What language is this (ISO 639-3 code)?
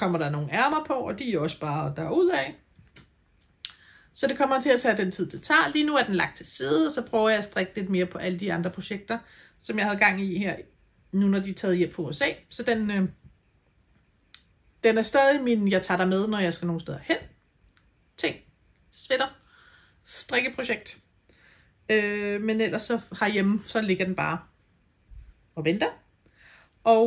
dan